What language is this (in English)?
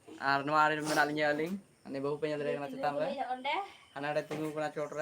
Santali